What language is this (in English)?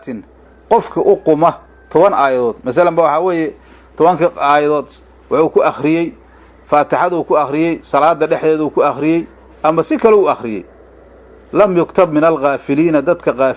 Somali